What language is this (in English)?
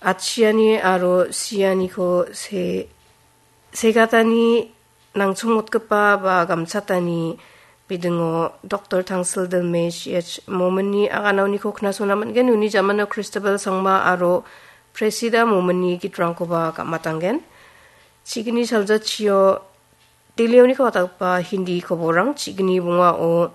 Garo